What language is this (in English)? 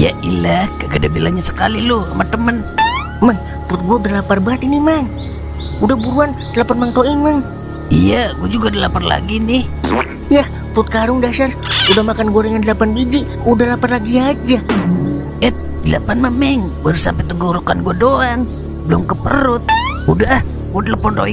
Betawi